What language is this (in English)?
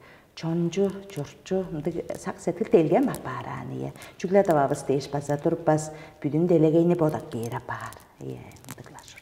Tuvinian